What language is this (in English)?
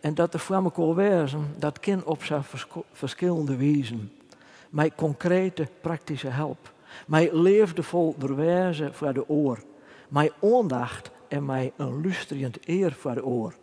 Western Frisian